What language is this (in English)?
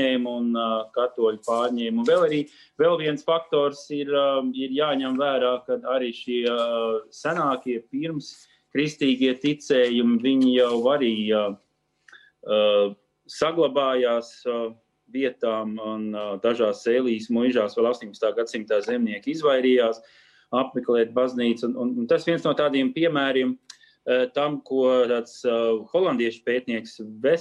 Latvian